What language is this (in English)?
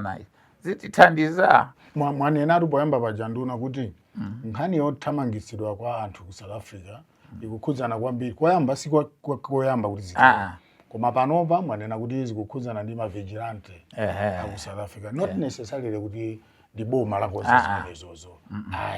Nyanja